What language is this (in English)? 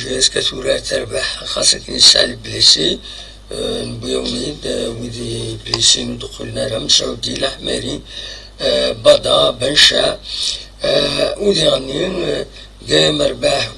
Kabyle